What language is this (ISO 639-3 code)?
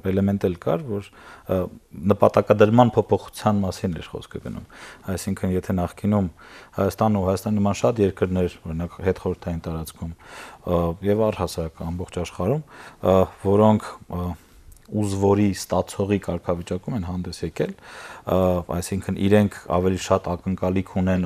hye